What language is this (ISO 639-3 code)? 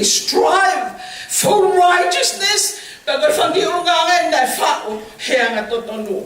ton